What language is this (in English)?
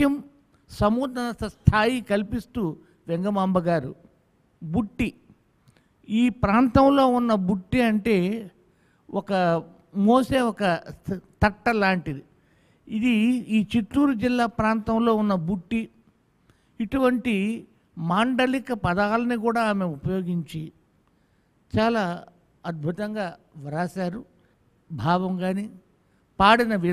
Telugu